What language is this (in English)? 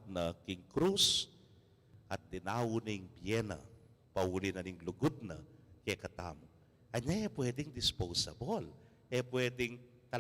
Pampanga